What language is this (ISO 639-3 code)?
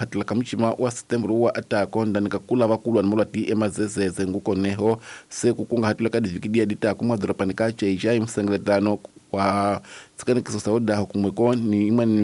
tso